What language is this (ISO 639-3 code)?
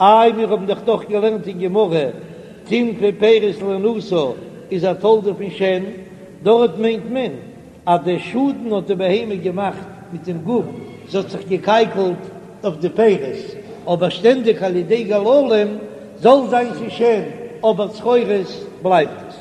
yid